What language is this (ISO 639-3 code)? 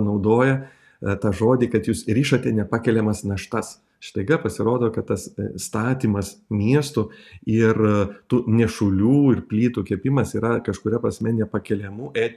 lit